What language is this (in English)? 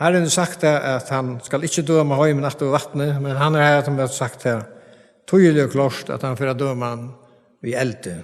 Faroese